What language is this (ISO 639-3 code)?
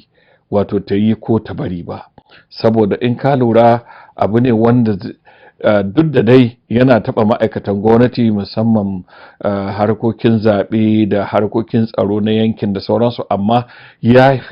hau